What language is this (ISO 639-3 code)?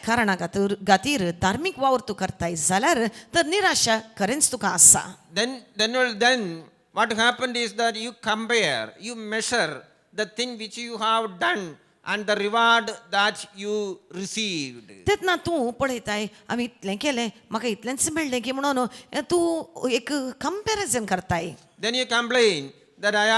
kok